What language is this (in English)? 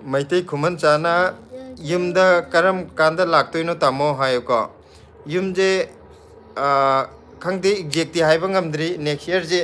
Manipuri